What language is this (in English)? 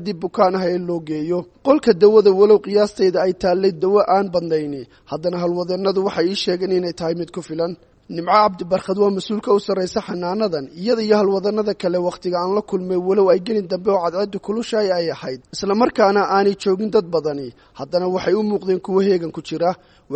Somali